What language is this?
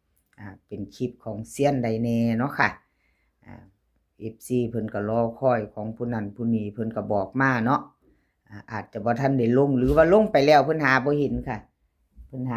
Northeastern Thai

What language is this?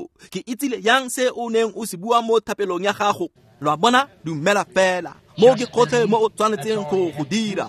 Tswana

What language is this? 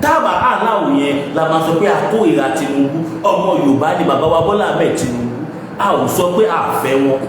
Yoruba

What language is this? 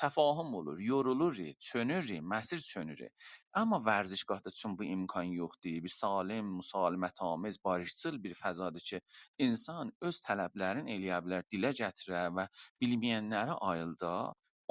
South Azerbaijani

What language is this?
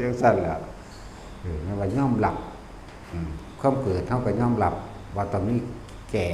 Lao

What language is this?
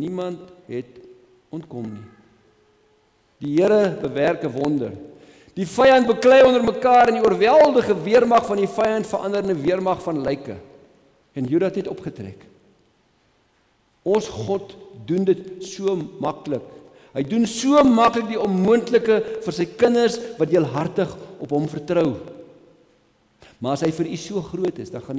Afrikaans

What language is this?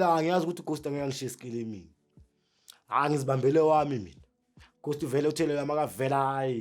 Zulu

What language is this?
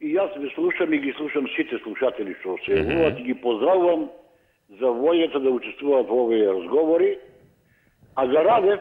Macedonian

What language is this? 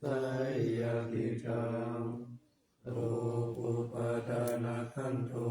Pali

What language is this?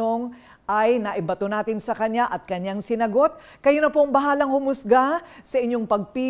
Filipino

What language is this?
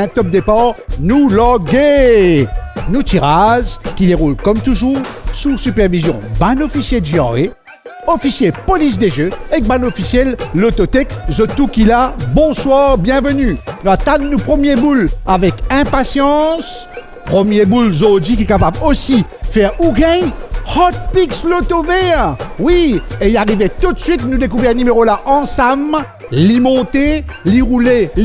Morisyen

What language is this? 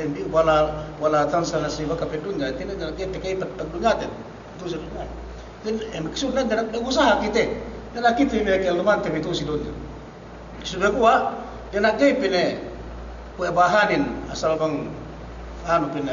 Yakan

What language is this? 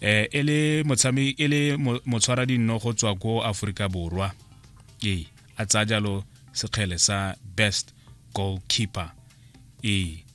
Tswana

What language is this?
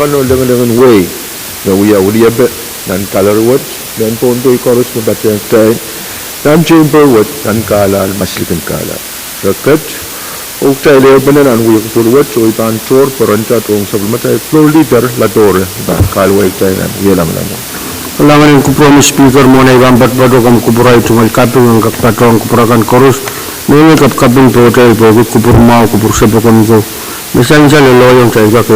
Pohnpeian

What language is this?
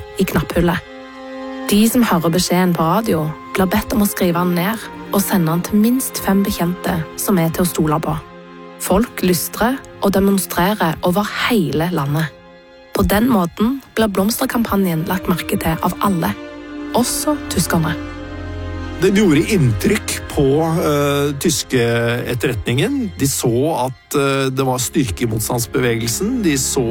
Norwegian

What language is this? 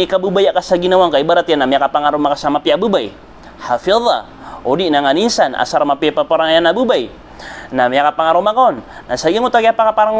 Maranao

